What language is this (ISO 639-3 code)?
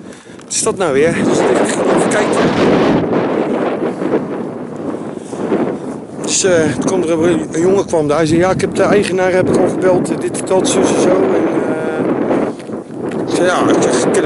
nld